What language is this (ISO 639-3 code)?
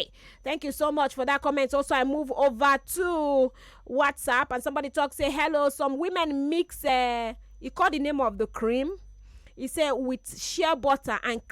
pcm